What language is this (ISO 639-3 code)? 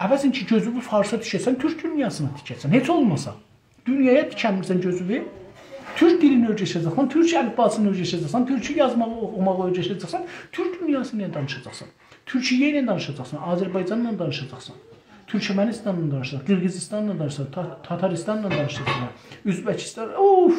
azb